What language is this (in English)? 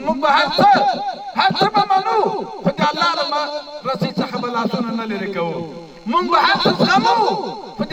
Pashto